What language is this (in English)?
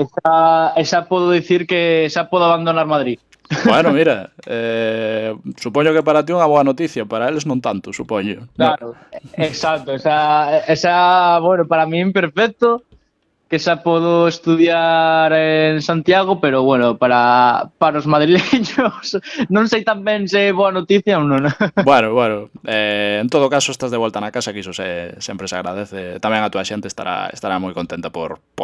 Galician